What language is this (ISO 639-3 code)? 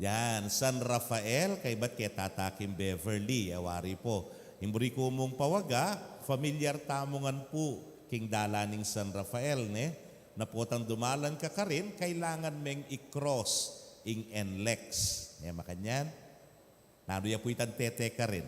pam